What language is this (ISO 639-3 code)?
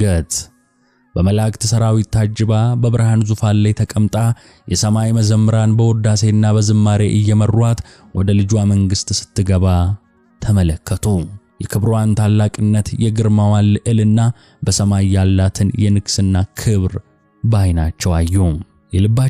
amh